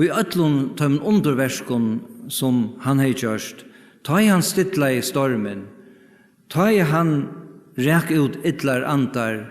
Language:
Faroese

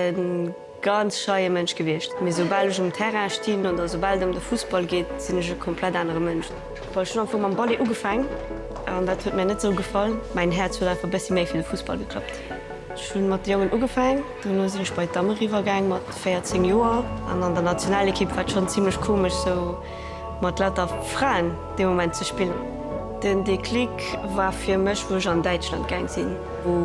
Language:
Luxembourgish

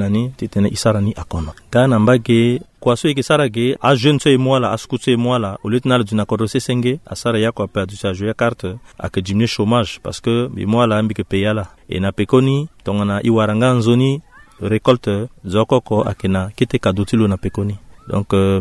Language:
Sango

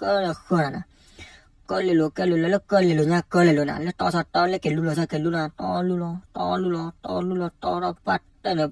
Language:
S'gaw Karen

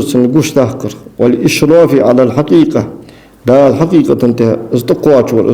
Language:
Ingush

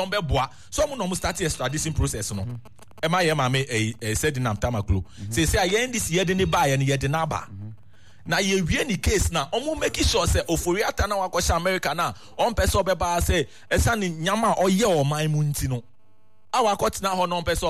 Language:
Akan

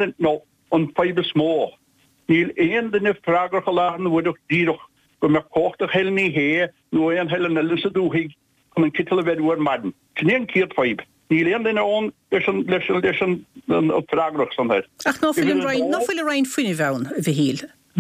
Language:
Irish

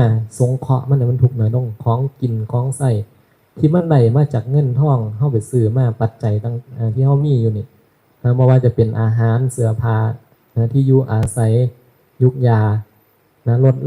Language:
Northeastern Thai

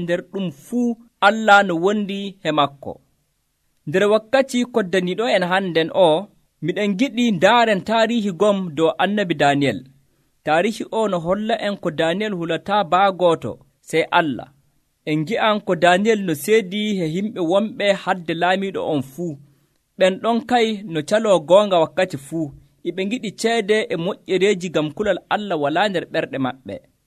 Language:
Nigerian Fulfulde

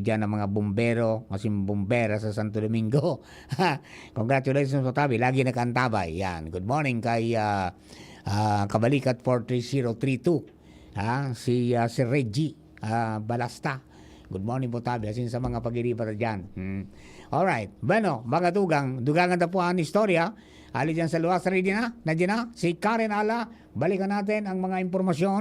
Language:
Bikol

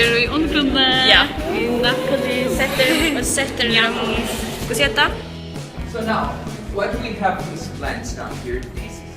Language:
Faroese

